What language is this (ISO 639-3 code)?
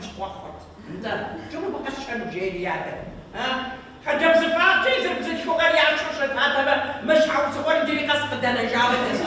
kbd